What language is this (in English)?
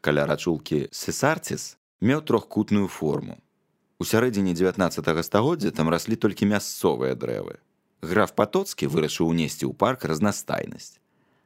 Belarusian